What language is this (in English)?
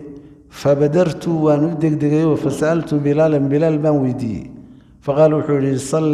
Somali